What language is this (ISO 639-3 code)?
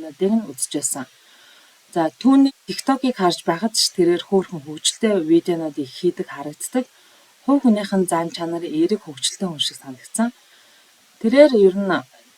mon